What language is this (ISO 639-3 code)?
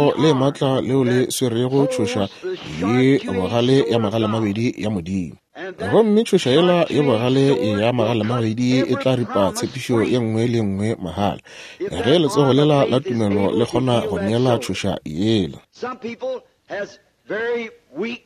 nso